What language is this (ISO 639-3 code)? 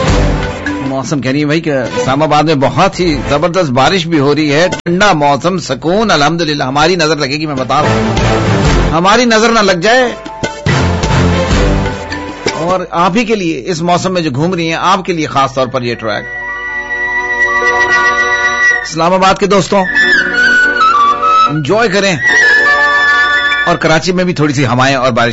urd